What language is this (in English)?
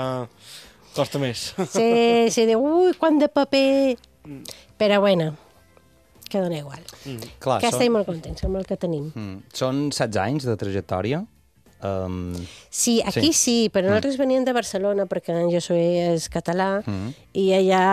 Catalan